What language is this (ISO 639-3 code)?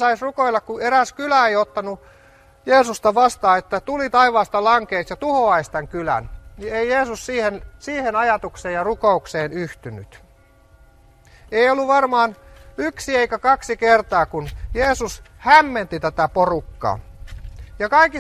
fin